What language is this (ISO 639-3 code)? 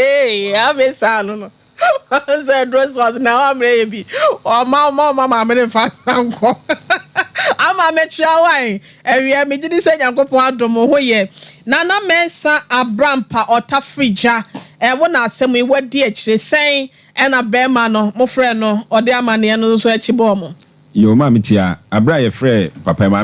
aka